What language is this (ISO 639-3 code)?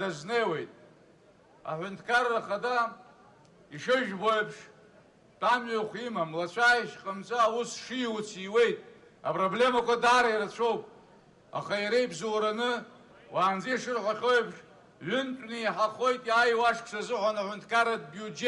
abk